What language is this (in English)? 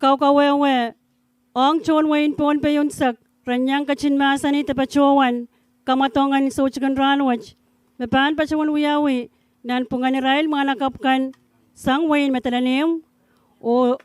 Pohnpeian